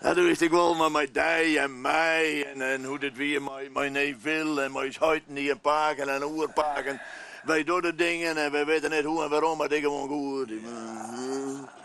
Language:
Western Frisian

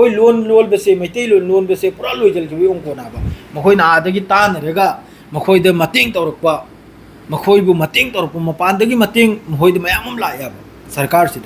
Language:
Manipuri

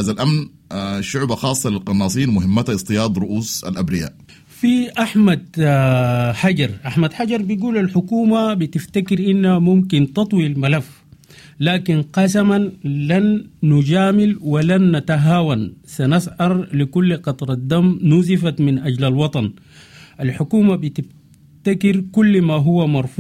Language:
Sudanese Arabic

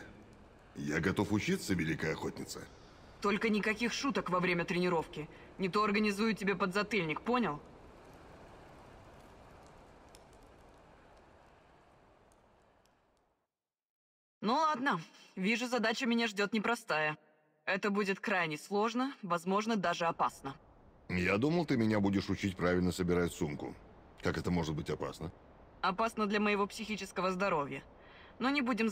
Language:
Russian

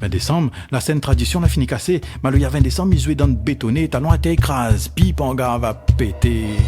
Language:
Réunion Creole French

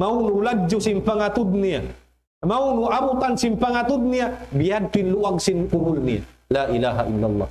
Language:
Tausug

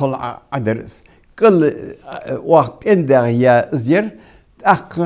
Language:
Ingush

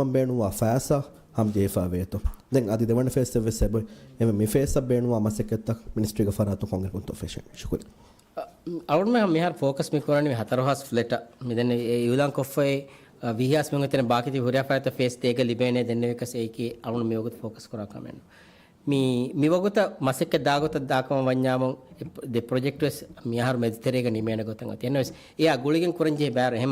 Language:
Divehi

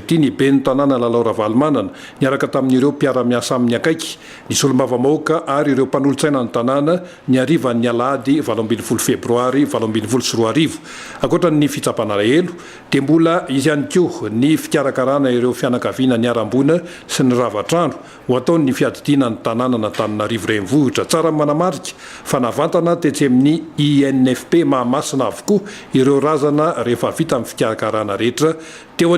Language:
Malagasy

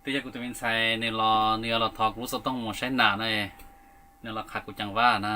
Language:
Hmong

